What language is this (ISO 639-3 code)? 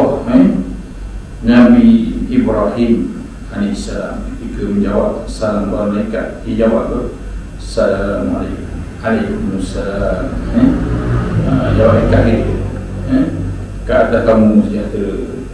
msa